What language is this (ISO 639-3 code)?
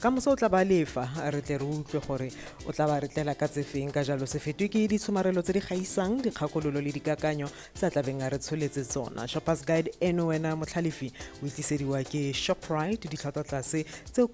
tsn